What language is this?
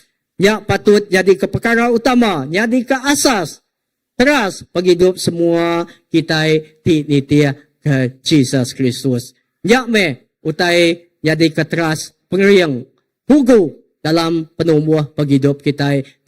Iban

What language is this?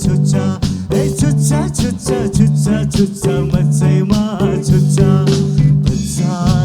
Newari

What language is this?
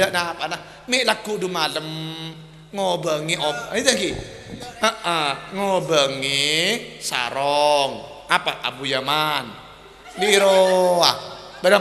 Madurese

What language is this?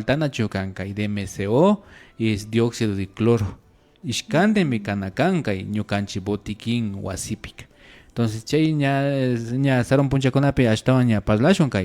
Imbabura Highland Quichua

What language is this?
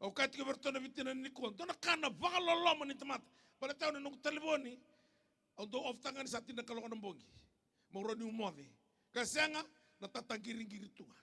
Fijian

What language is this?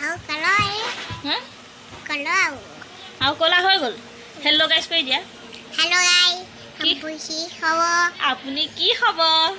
Assamese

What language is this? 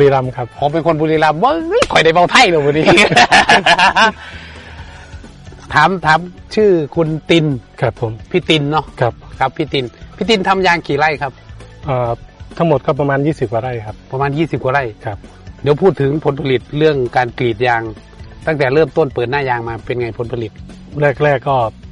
Thai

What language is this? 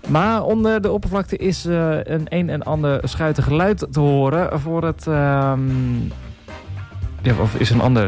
Dutch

